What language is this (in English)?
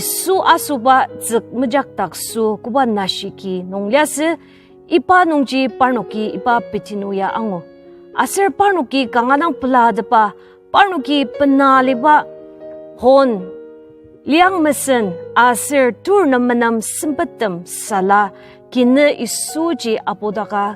Ao Naga